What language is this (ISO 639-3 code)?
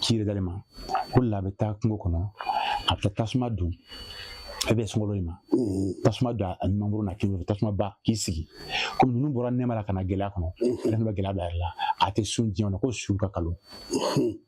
bam